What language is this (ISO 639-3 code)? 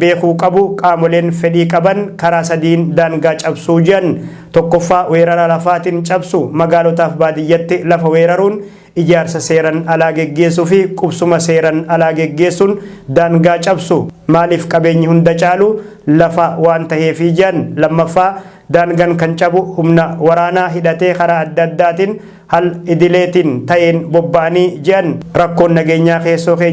orm